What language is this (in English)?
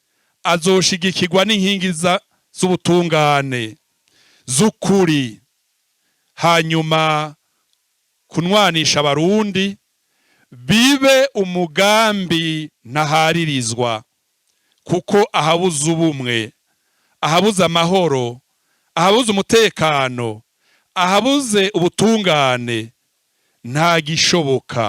Rundi